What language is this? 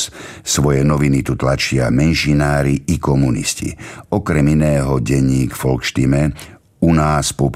Slovak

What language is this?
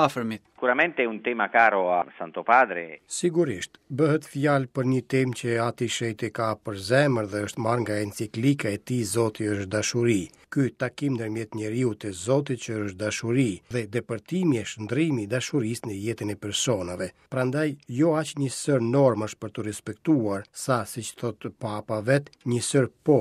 Albanian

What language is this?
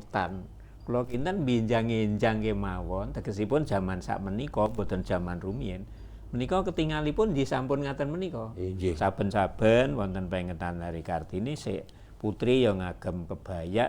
Javanese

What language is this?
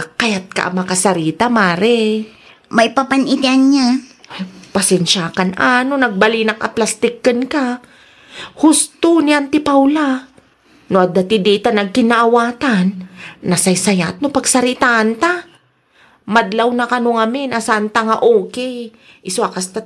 Iloko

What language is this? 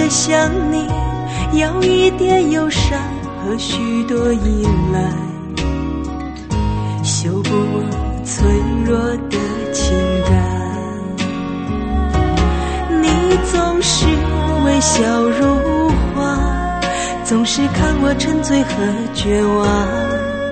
Chinese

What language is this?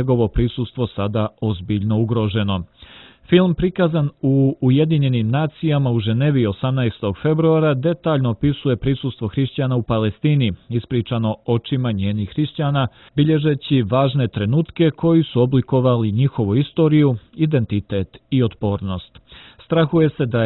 Serbian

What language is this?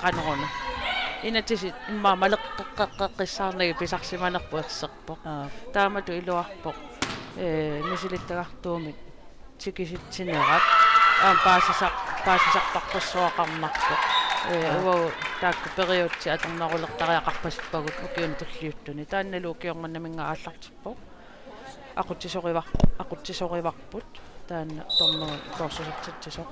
Kalaallisut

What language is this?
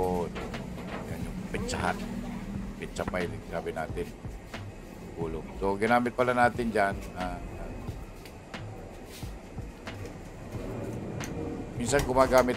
Filipino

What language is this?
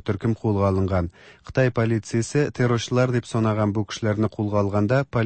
Tatar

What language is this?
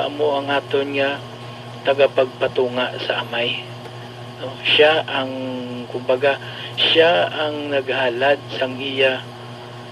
Hiligaynon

